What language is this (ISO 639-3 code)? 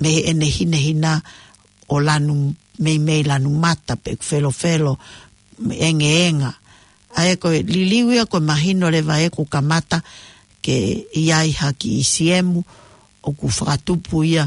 ton